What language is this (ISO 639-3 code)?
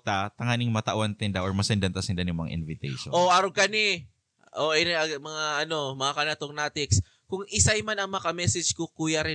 bik